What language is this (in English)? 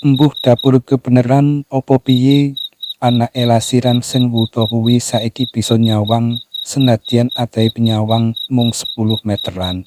Javanese